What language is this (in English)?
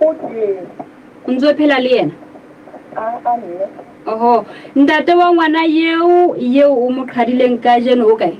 Southern Sotho